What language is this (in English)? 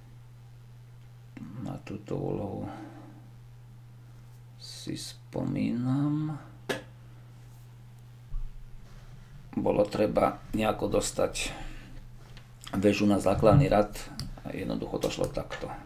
Slovak